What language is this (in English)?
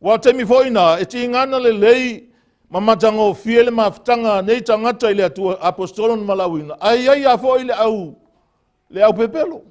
Samoan